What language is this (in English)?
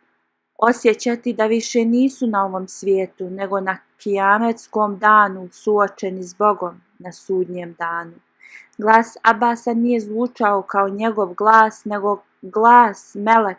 Bosnian